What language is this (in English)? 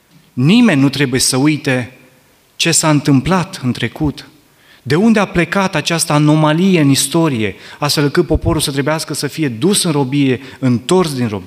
Romanian